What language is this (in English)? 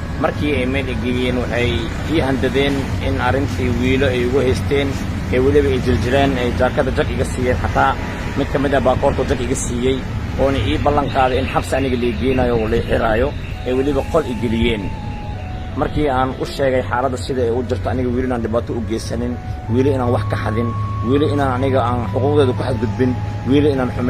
Somali